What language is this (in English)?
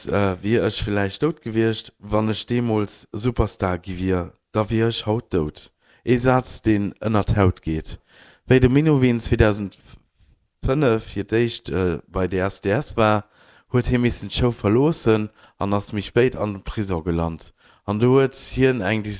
Luxembourgish